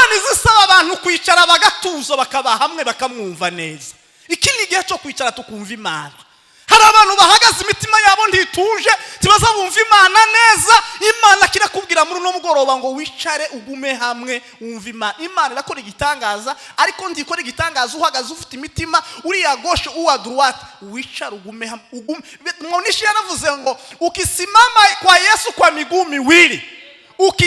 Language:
Kinyarwanda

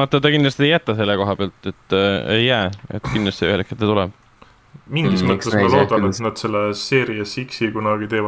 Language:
Estonian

